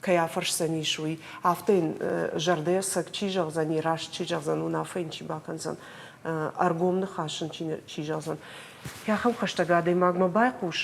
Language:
Ossetic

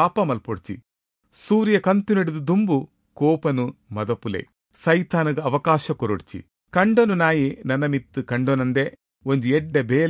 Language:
Tulu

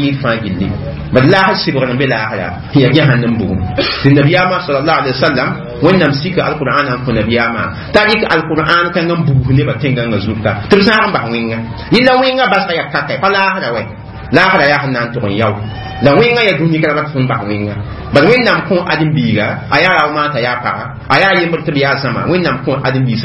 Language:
Mossi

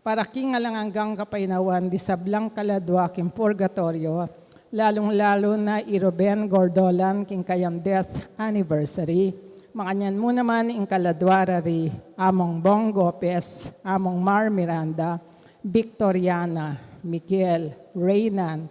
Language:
Pampanga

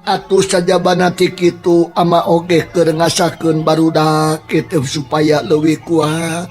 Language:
Sundanese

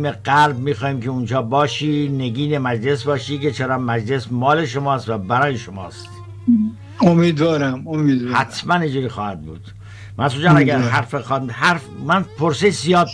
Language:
Persian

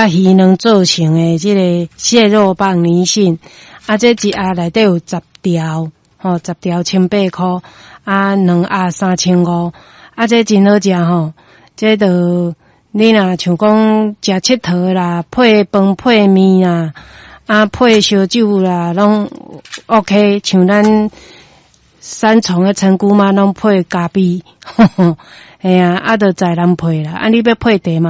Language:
Min Nan Chinese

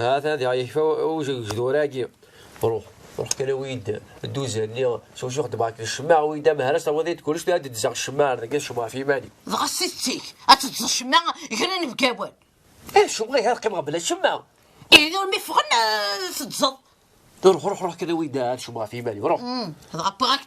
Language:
Kabyle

